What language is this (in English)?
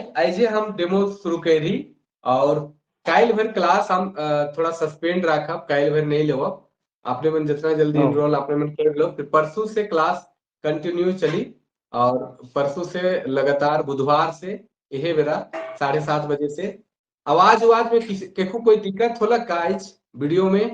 Sadri